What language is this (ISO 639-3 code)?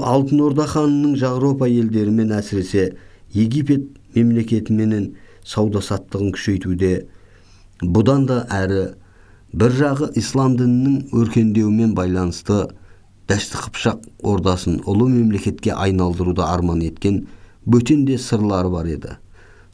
kaz